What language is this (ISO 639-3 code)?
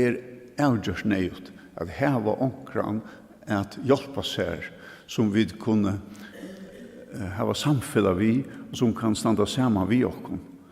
fao